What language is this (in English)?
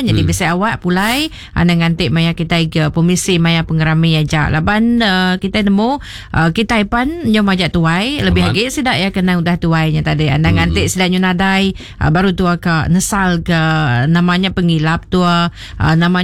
Iban